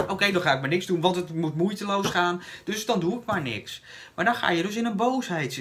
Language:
Dutch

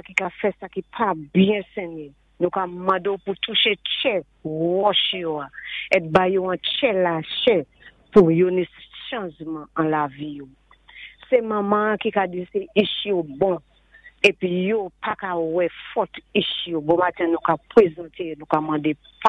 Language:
Saint Lucian Creole French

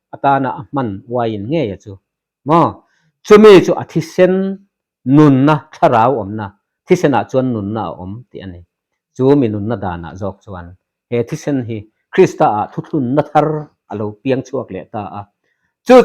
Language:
Mizo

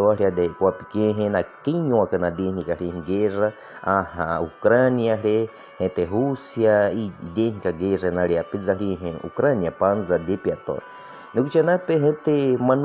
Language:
Baniwa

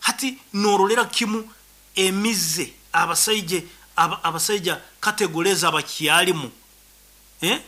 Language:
Nyoro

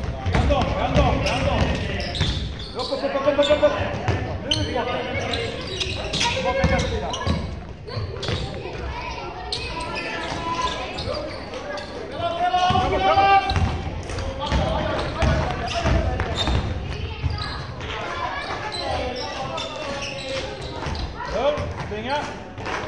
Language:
Swedish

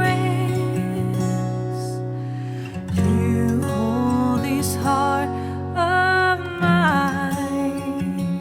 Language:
Morisyen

